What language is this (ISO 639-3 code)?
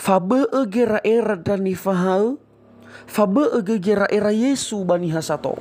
nia